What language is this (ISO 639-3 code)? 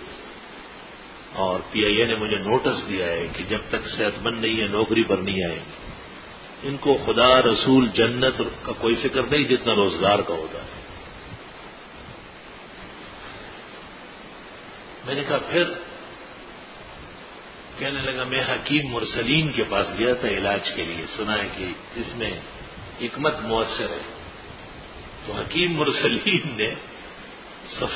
urd